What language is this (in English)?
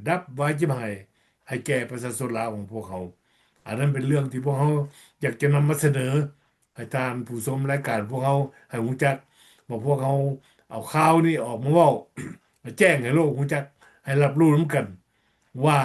Lao